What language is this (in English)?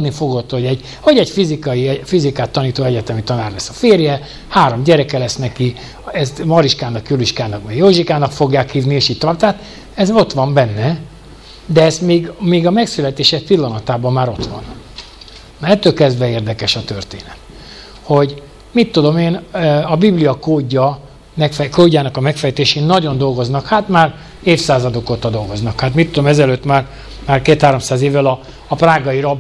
Hungarian